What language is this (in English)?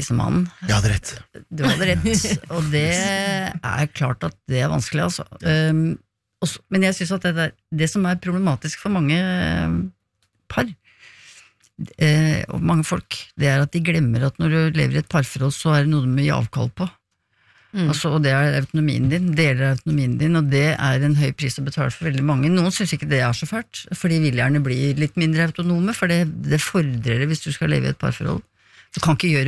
Norwegian